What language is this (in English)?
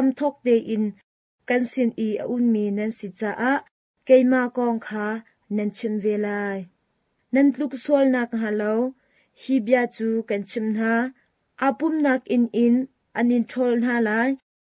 Hakha Chin